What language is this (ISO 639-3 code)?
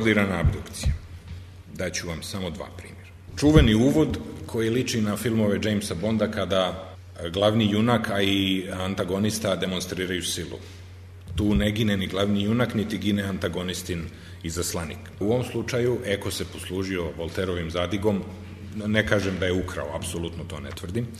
srp